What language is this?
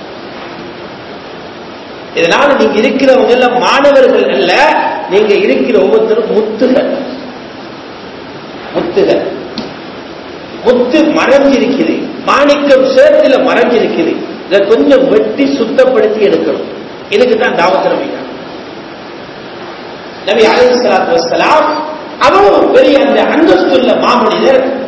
Tamil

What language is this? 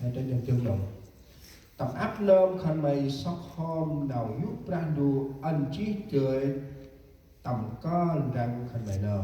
Central Mnong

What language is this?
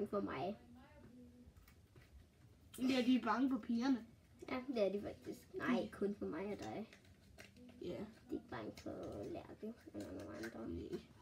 Danish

